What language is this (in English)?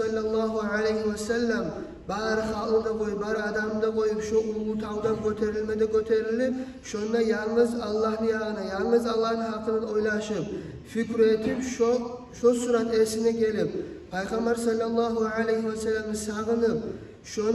Kumyk